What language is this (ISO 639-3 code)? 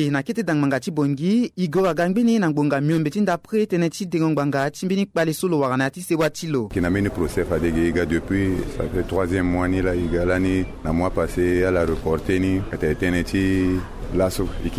sag